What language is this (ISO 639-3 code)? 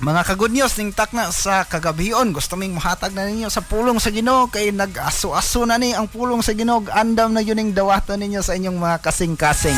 ceb